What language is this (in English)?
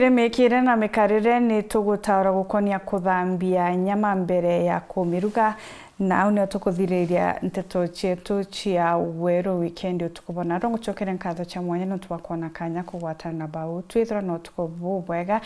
Meru